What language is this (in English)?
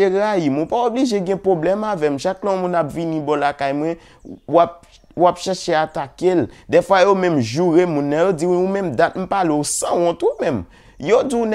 Haitian Creole